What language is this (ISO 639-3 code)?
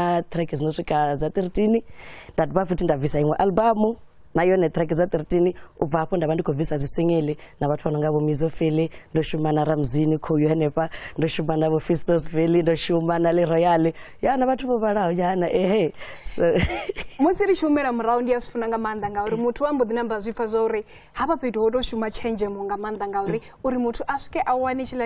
ven